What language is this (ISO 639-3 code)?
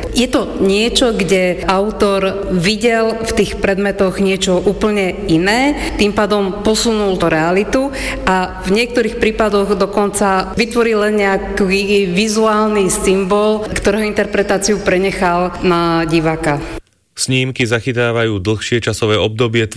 slk